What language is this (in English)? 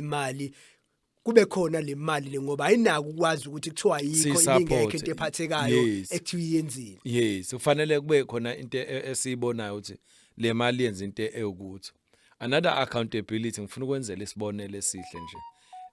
Zulu